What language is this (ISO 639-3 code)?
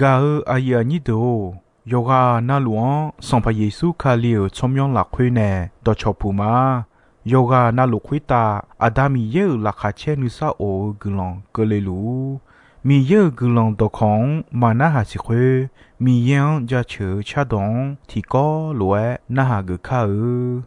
ahk